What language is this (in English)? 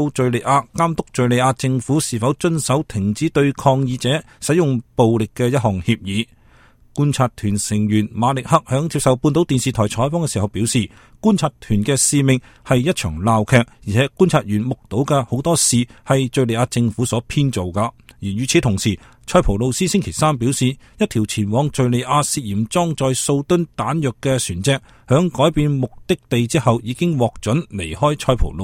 Cantonese